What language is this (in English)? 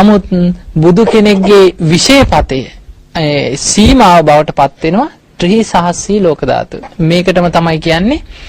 Sinhala